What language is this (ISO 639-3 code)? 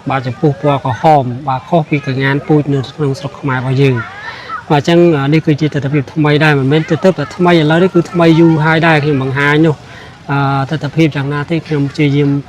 khm